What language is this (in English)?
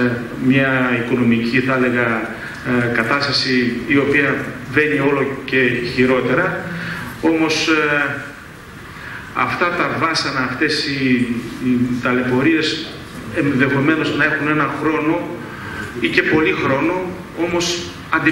Greek